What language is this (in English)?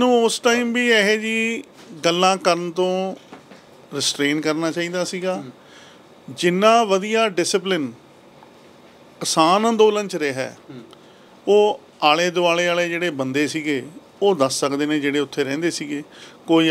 Punjabi